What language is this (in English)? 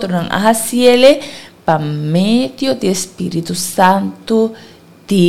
Papiamento